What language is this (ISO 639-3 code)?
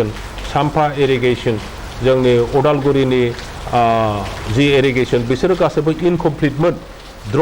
brx